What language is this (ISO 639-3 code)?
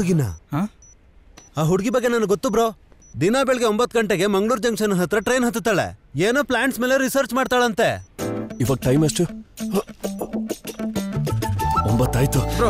kan